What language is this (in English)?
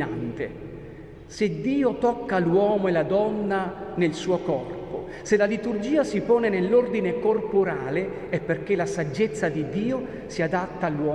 Italian